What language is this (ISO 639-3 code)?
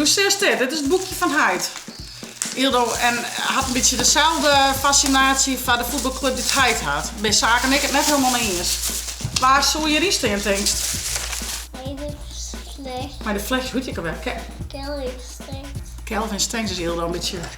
fry